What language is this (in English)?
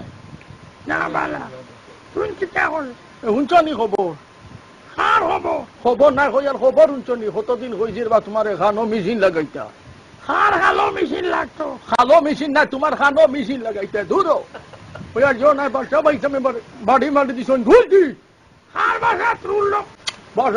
Sylheti